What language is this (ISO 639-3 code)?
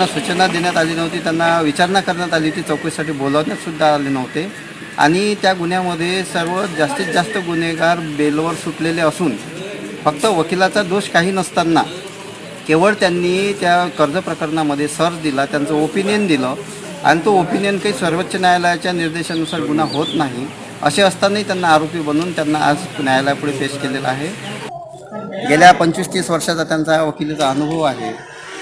mar